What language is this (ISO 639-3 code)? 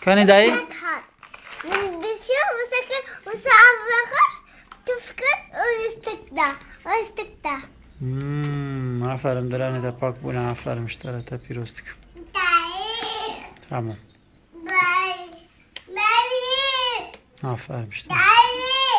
kur